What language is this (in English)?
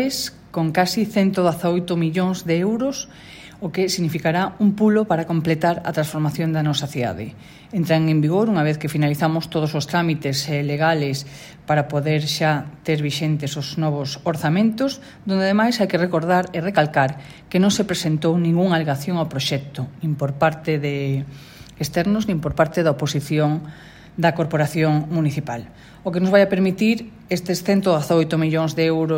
Galician